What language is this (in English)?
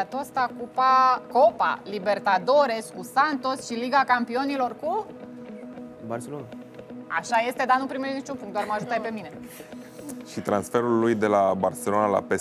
Romanian